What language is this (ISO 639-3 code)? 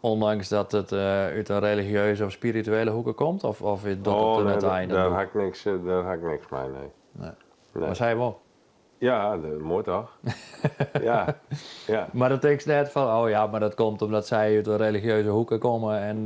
fry